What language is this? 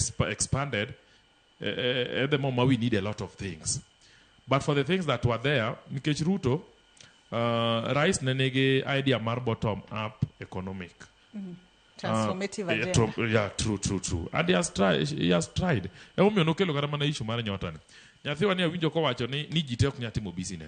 Luo (Kenya and Tanzania)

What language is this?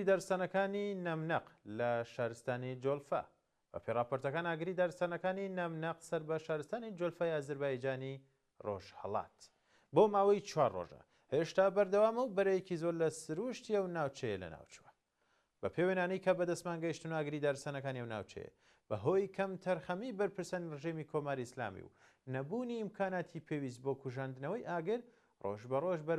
Central Kurdish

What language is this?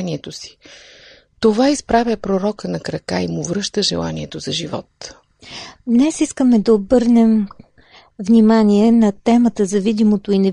Bulgarian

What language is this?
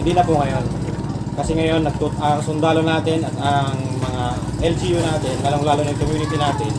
Yakan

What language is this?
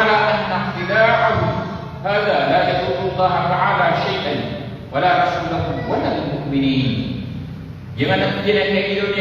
Maranao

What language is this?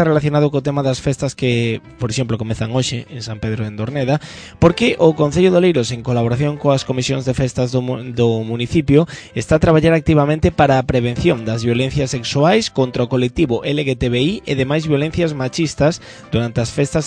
Galician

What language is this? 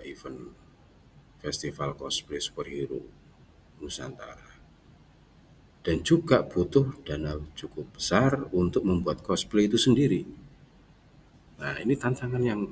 Indonesian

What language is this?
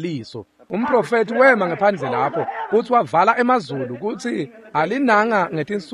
Swati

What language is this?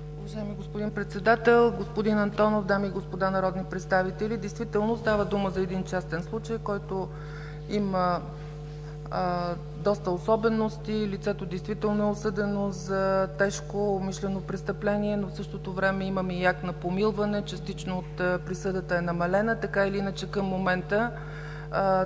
Bulgarian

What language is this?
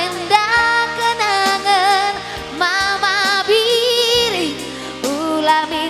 Batak Karo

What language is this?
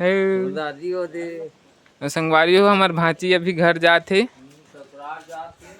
Chhattisgarhi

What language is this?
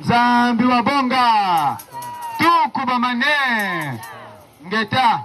Kituba (Democratic Republic of Congo)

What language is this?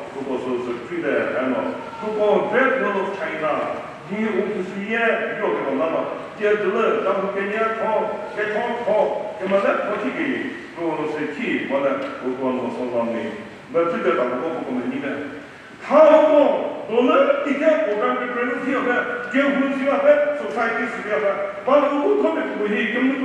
Chokri Naga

